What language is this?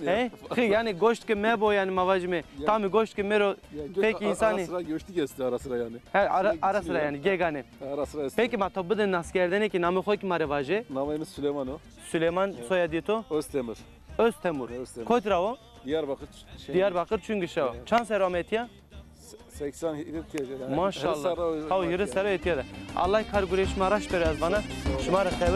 Zaza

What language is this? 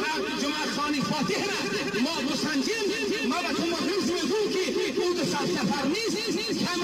Persian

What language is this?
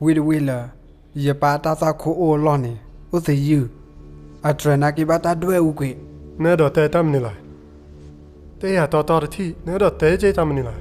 S'gaw Karen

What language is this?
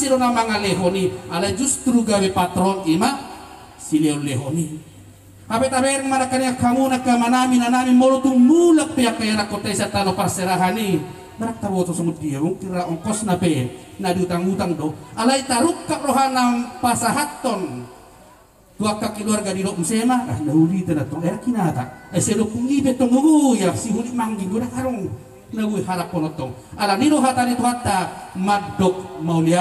Batak Toba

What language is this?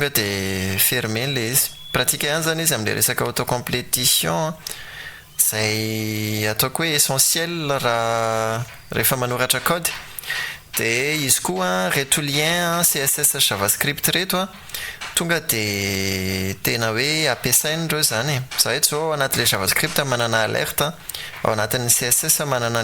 Malagasy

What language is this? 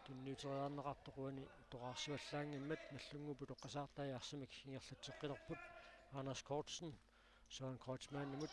Kalaallisut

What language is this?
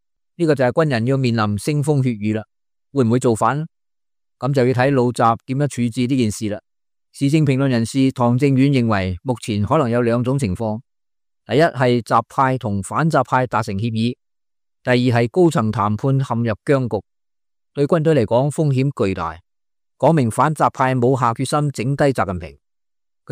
Cantonese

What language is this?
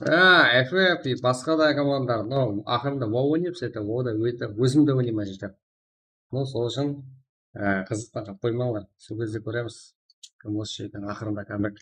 Kara-Kalpak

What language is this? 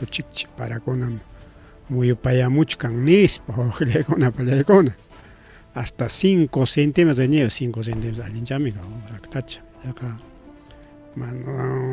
Ayacucho Quechua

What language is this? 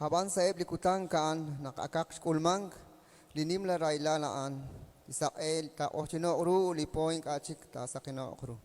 Kekchí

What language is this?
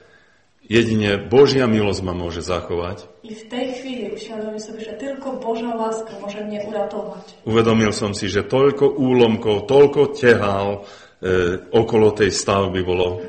Slovak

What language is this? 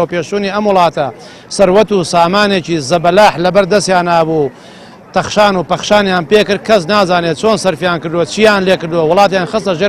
Central Kurdish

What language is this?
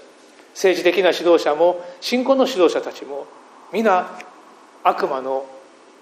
Japanese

